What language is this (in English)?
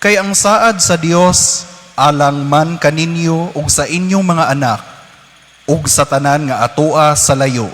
Cebuano